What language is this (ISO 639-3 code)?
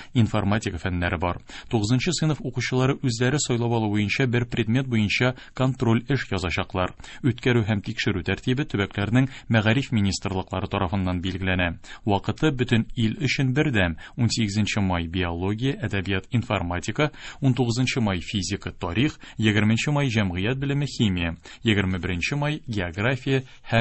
tat